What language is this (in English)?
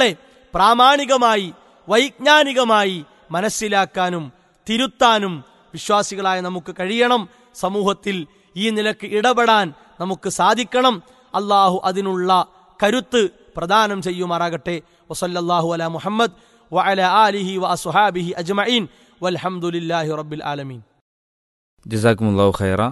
Malayalam